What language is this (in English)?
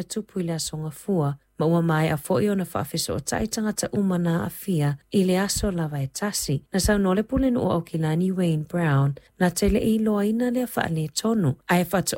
Samoan